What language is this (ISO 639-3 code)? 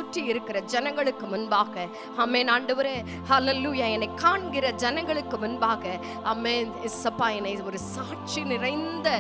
tam